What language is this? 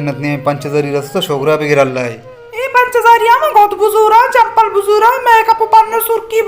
Baluchi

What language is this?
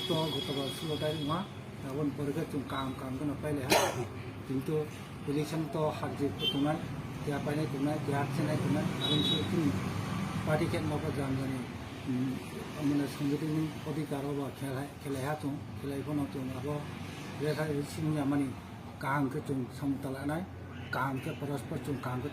Riang (India)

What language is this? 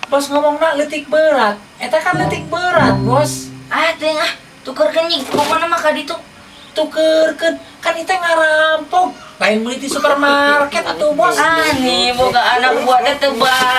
Sundanese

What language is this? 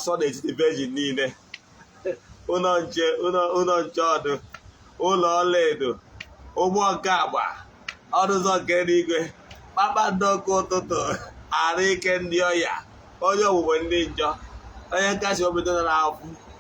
Igbo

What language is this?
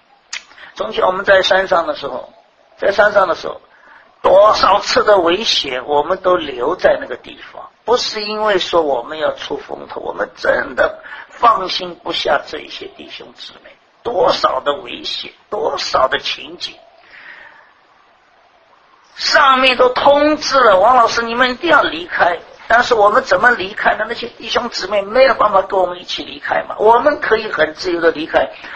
Chinese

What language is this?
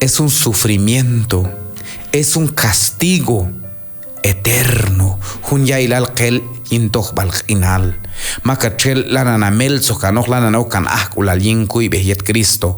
Q'anjob'al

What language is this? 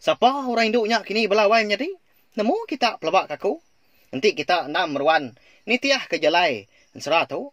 Iban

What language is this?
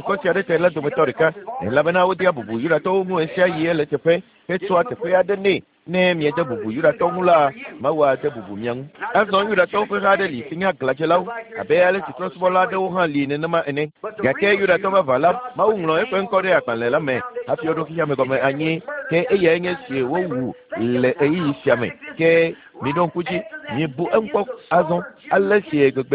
Ewe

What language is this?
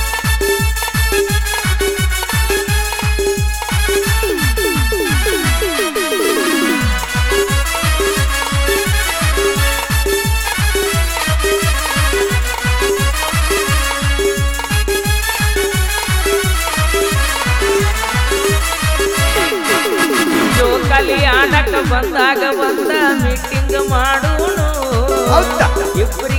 Kannada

